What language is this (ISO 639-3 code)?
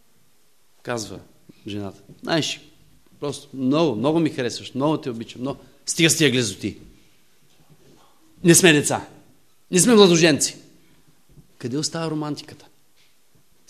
bul